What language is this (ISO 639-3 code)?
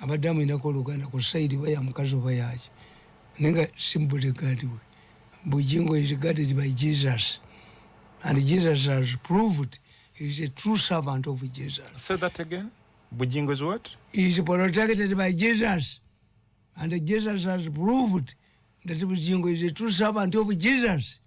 lug